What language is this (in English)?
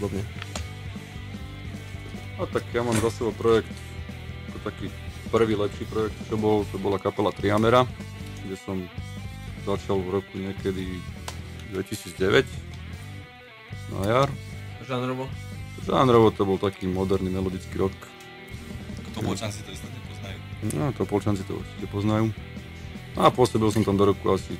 Slovak